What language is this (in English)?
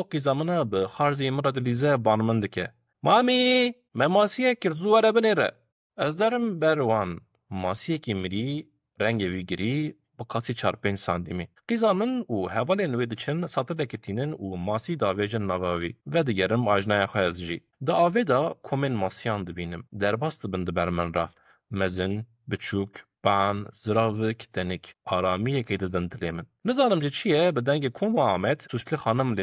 Kurdish